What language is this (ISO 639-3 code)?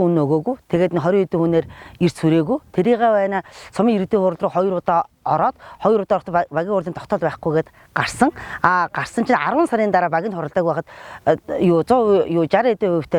mon